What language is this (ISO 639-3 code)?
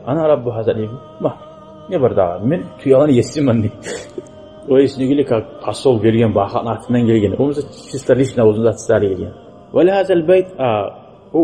kum